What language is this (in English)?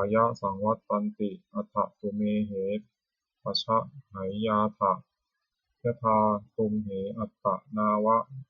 Pali